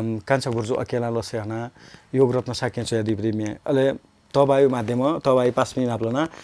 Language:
Newari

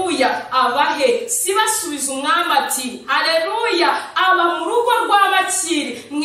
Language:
Kinyarwanda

